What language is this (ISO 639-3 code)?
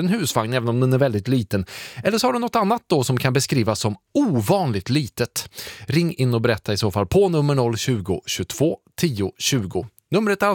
swe